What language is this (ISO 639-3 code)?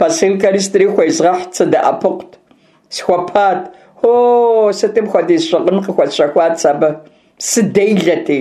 kbd